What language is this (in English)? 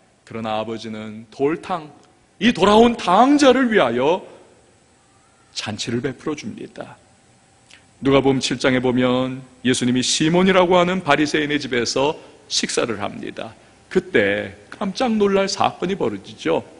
Korean